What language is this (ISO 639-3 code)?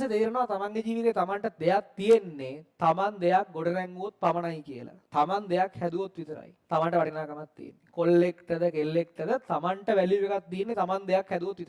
sin